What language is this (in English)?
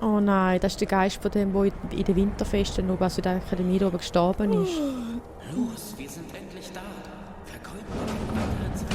Swiss German